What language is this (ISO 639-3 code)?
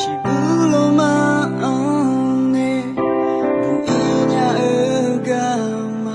ahk